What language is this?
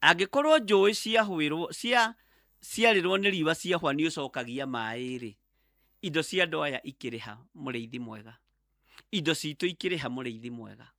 Kikuyu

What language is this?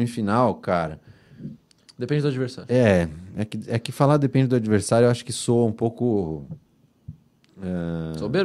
Portuguese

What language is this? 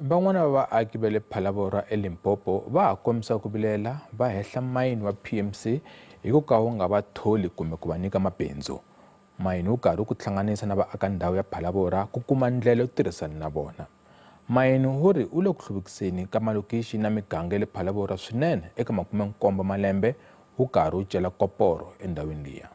Tsonga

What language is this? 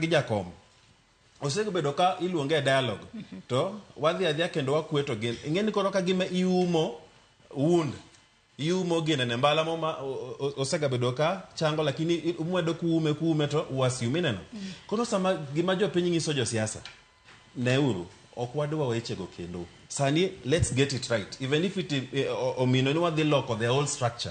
Luo (Kenya and Tanzania)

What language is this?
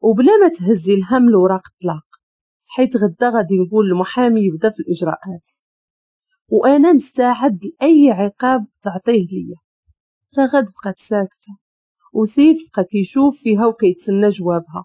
Moroccan Arabic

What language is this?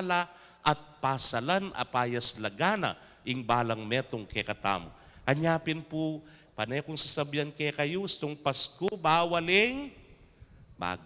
Pampanga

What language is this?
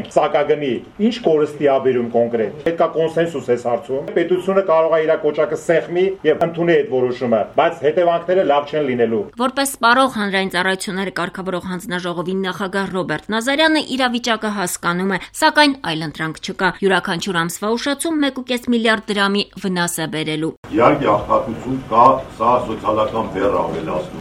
Armenian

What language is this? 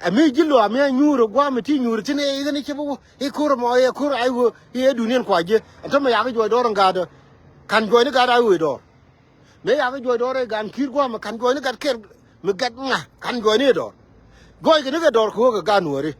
Nuer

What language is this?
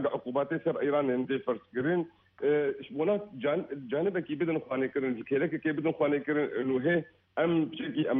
Kurdish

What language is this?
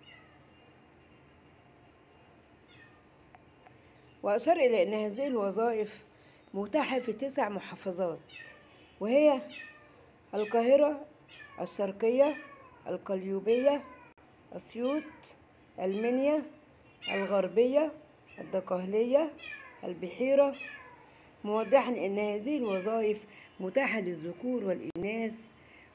Arabic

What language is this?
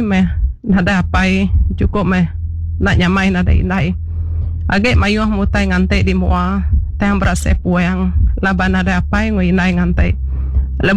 Iban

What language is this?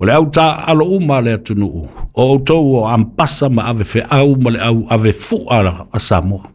Samoan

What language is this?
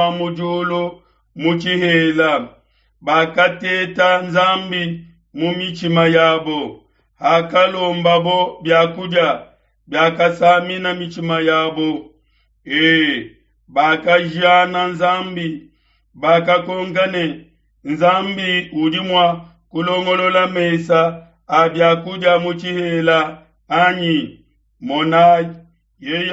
Luba-Lulua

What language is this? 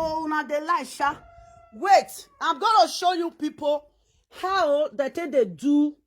Nigerian Pidgin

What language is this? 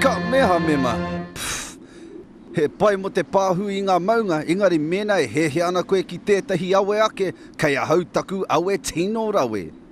Māori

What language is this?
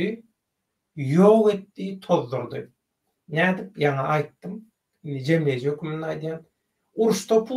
Turkmen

